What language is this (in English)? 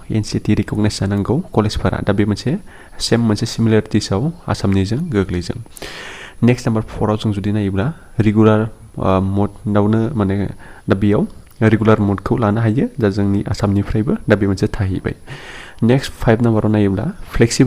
Bodo